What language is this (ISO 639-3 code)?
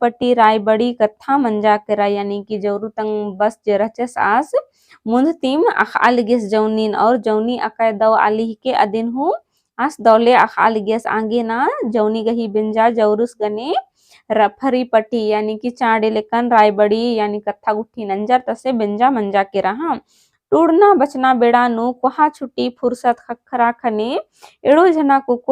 kru